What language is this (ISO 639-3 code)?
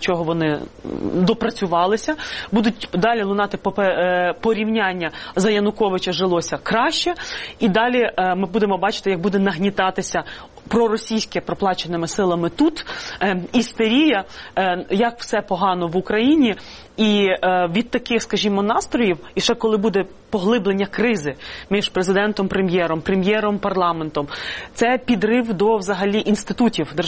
ukr